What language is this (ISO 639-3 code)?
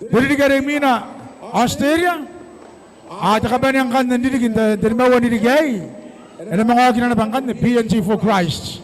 gil